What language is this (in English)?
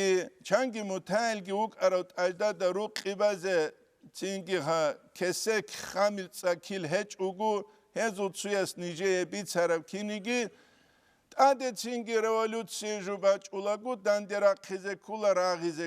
Avaric